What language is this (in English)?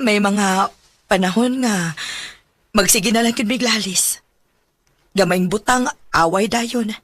Cebuano